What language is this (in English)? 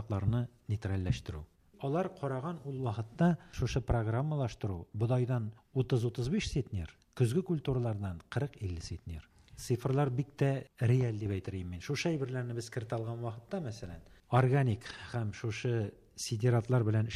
Tatar